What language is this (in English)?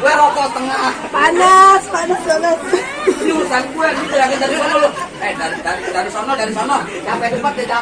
Betawi